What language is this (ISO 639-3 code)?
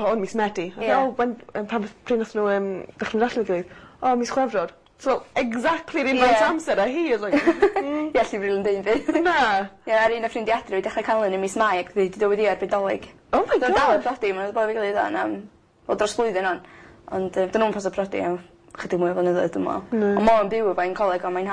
cym